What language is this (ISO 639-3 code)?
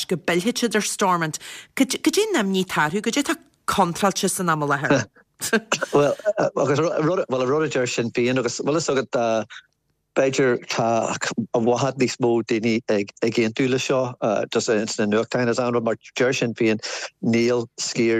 gle